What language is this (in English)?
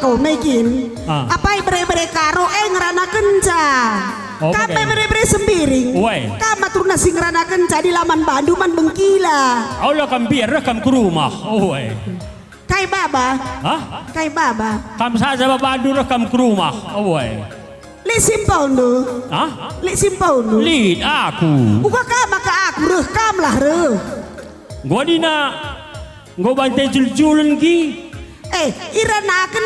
Batak Karo